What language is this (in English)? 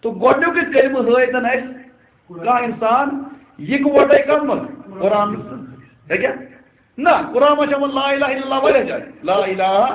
Kashmiri